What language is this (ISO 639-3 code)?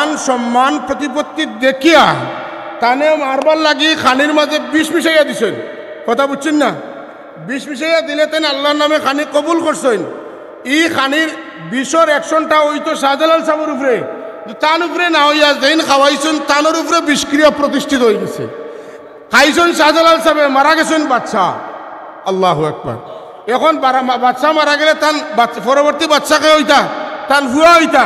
syl